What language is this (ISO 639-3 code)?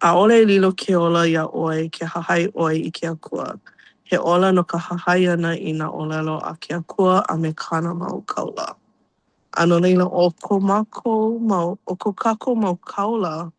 haw